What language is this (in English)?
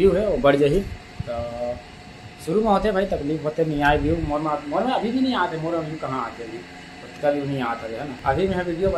Chhattisgarhi